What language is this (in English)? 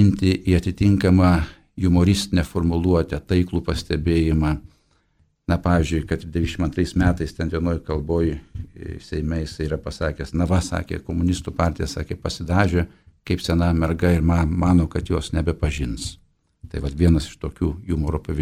Lithuanian